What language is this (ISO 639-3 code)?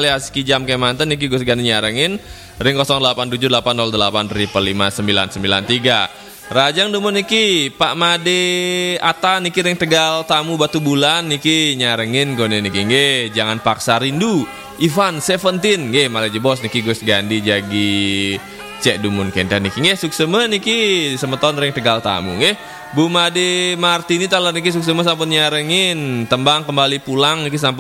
ban